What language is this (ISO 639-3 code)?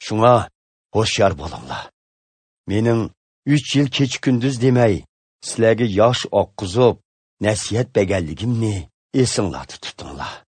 uig